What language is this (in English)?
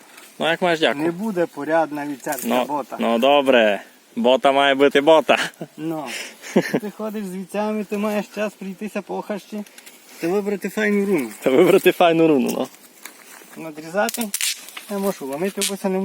Rusyn